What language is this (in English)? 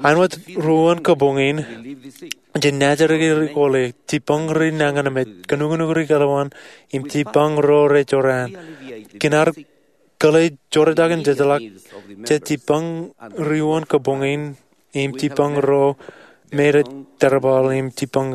Marshallese